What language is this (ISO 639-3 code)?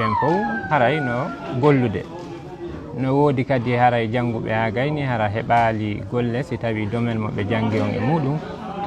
ful